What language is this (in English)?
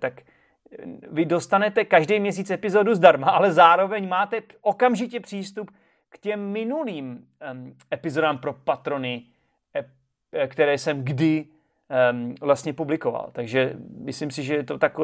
Czech